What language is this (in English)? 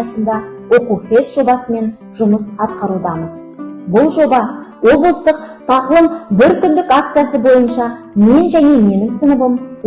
Kazakh